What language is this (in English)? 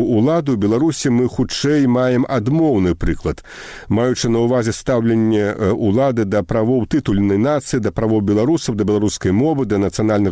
Belarusian